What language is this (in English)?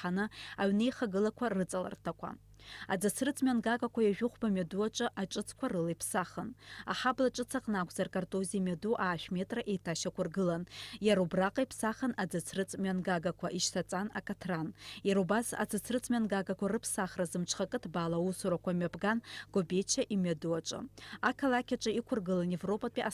Abkhazian